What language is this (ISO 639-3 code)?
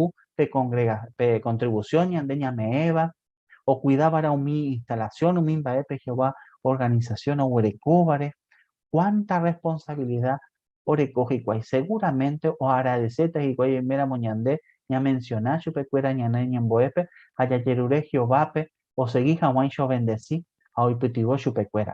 grn